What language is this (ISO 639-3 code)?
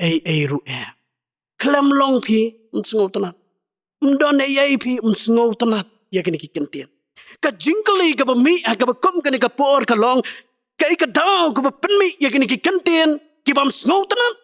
kha